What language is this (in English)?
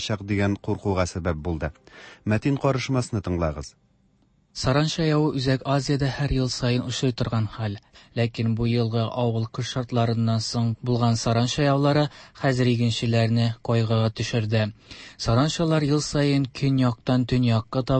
Tatar